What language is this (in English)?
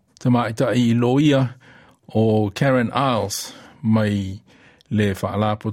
Samoan